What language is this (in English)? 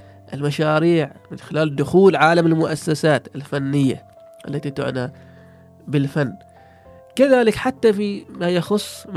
Gulf Arabic